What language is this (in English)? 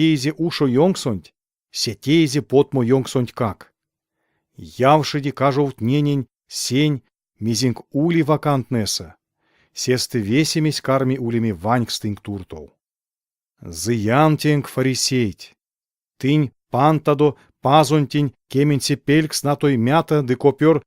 Erzya